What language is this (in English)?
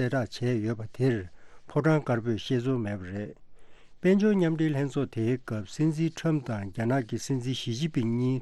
Tibetan